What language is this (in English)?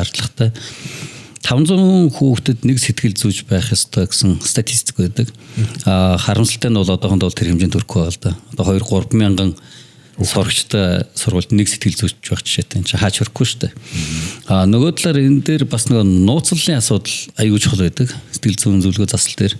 Mongolian